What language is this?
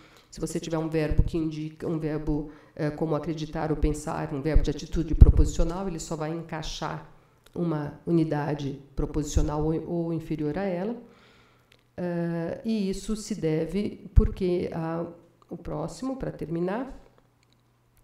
Portuguese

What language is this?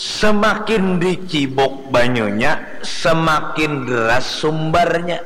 Banjar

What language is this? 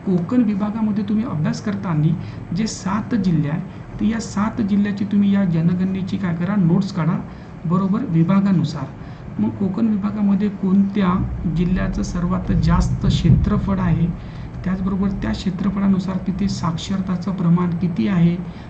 Marathi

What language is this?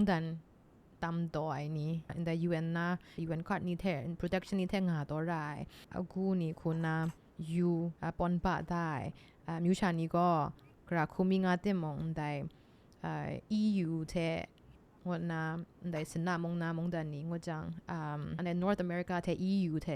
Kachin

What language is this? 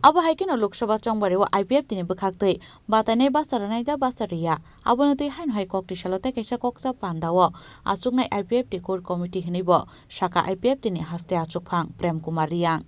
Kok Borok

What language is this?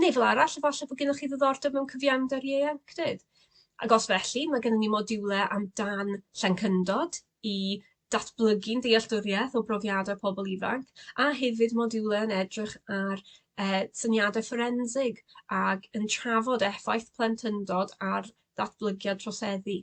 Welsh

